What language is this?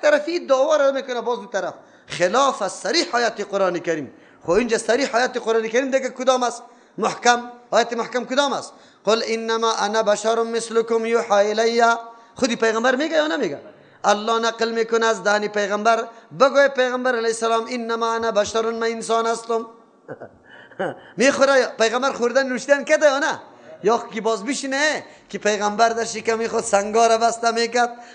Persian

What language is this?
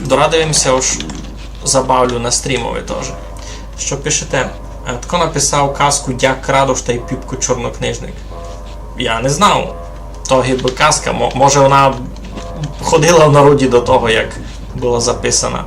Rusyn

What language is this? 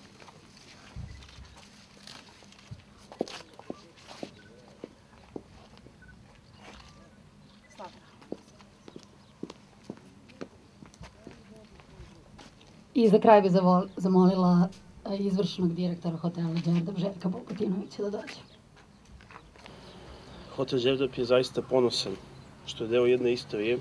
Serbian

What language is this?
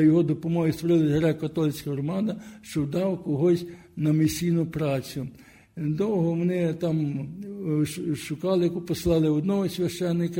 Ukrainian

